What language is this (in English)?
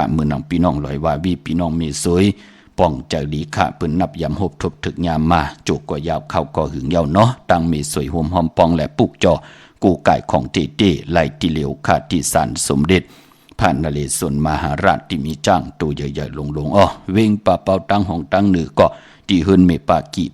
Shan